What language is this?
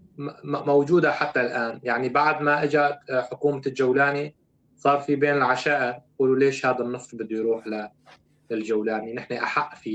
North Levantine Arabic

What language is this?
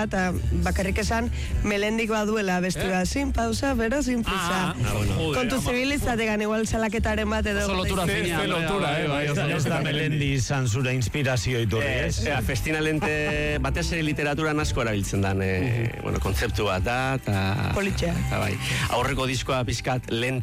Basque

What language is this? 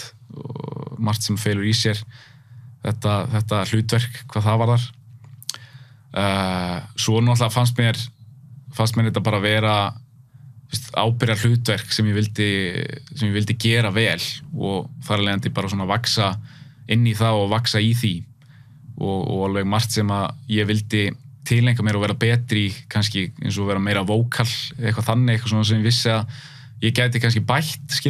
Icelandic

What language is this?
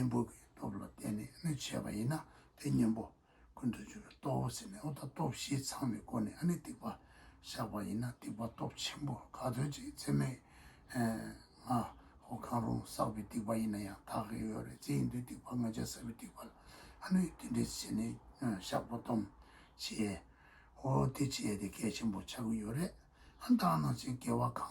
Tibetan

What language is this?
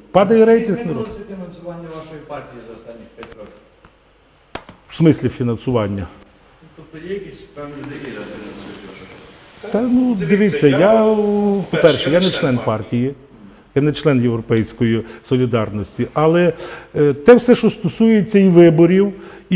Ukrainian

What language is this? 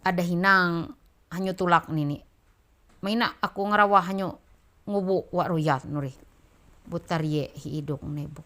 Ma'anyan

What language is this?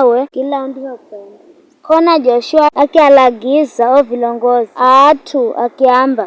Giryama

